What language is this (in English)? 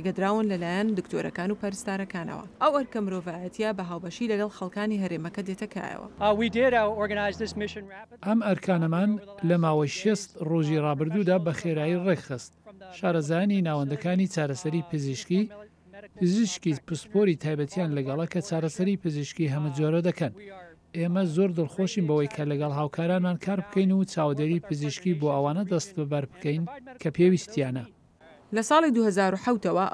Central Kurdish